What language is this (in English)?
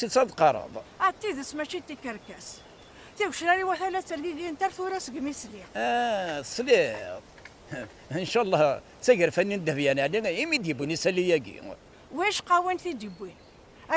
Kabyle